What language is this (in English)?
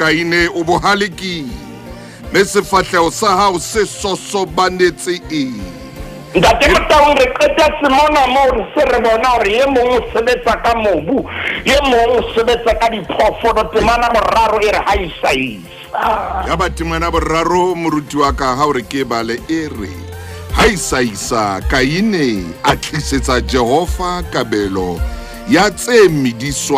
Southern Sotho